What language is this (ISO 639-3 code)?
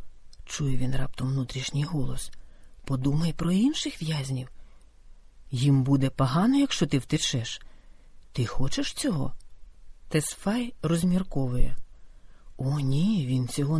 ukr